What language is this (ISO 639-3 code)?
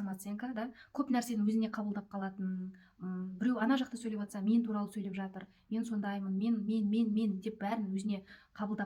kaz